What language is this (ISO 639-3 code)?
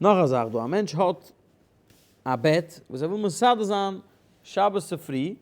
yid